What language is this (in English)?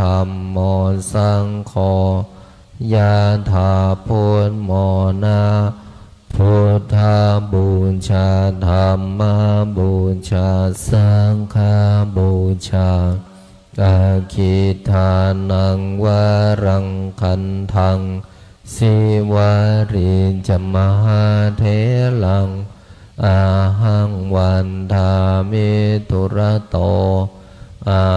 Pali